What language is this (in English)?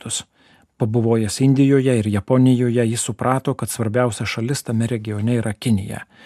Lithuanian